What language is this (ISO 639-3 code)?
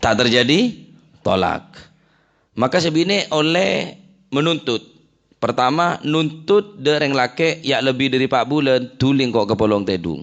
mad